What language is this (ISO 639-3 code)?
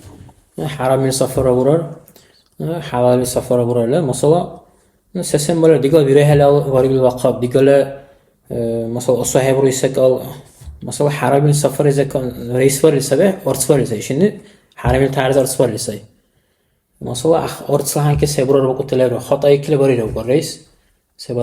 dar